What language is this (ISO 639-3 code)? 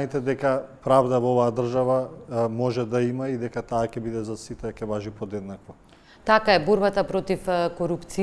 mkd